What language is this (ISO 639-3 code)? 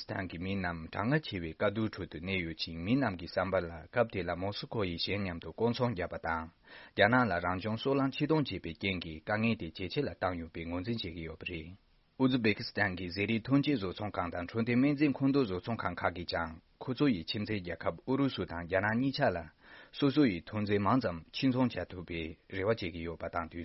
bod